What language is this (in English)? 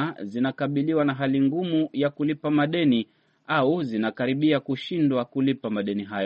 Swahili